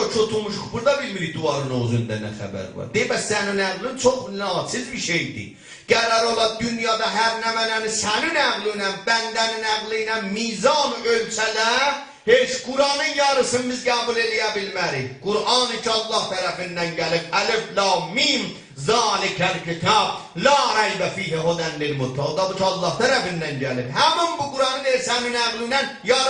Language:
South Azerbaijani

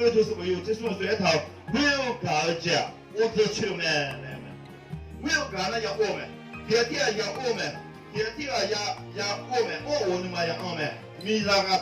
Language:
Akha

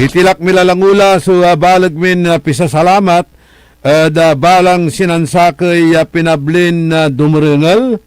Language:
Pangasinan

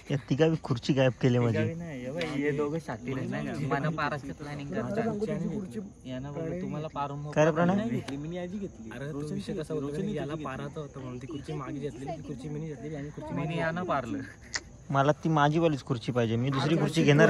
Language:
Marathi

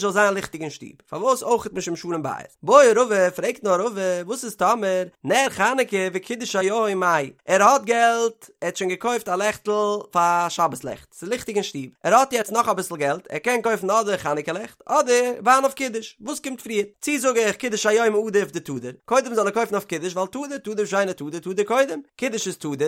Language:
Yiddish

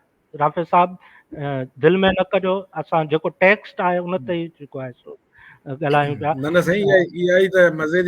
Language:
Sindhi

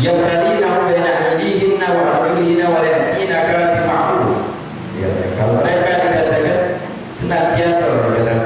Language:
Musi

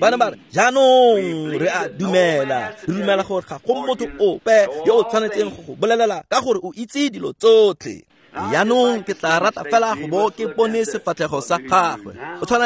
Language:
Tswana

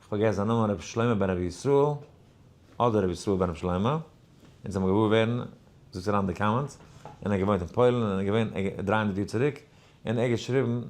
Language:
Yiddish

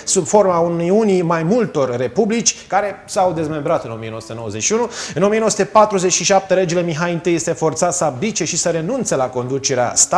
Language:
Romanian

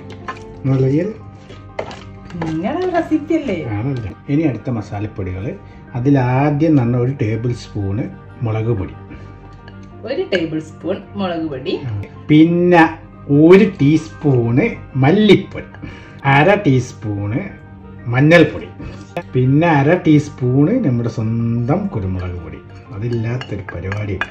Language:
Malayalam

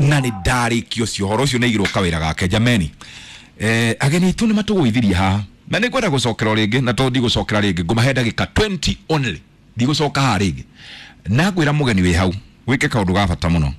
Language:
Kikuyu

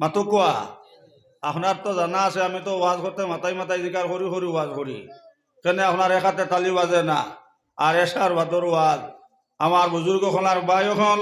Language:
Sylheti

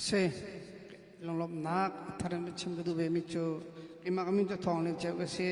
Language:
Hakha Chin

